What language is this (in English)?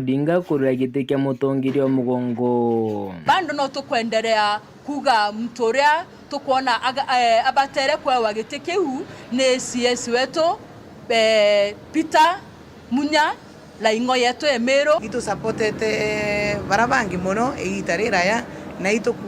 Meru